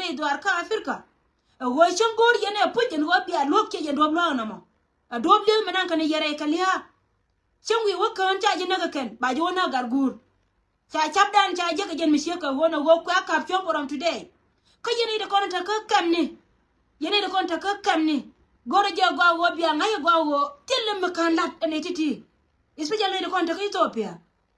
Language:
Nuer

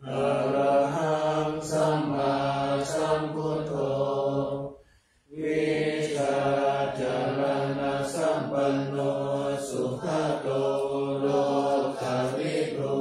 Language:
Pali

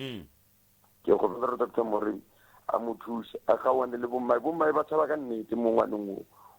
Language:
Northern Sotho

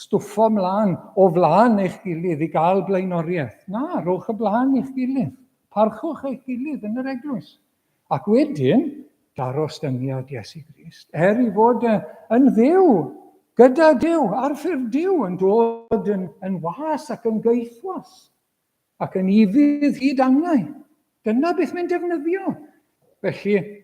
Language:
Welsh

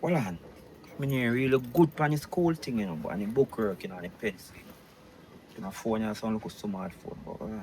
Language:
Jamaican Creole English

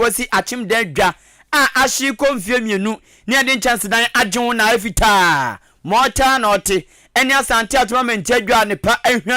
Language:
Akan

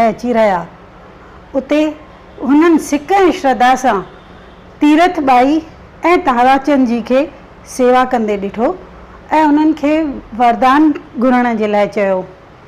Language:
Sindhi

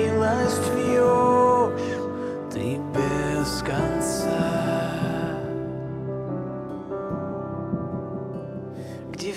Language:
Russian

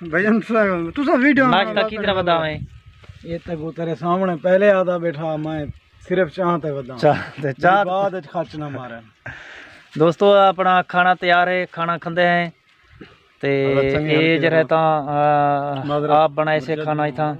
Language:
Saraiki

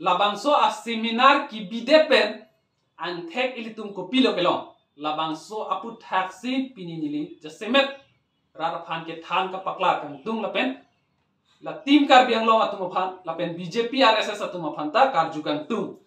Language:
Karbi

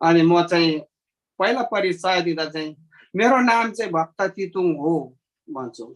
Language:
Eastern Tamang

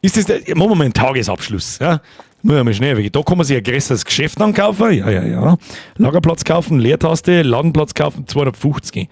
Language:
Bavarian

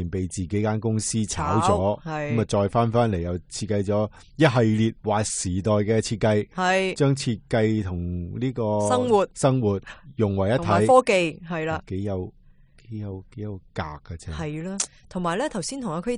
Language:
Cantonese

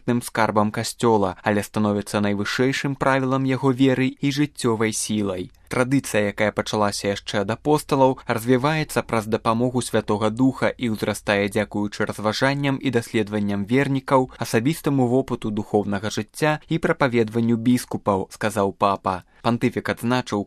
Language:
Belarusian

